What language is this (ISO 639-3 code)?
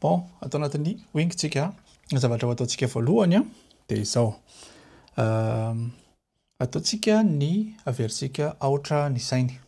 mlg